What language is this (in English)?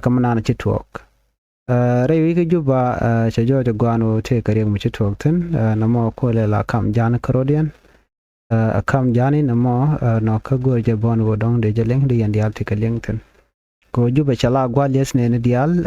Nuer